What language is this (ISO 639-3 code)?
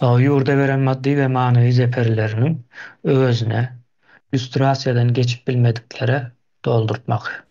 tuk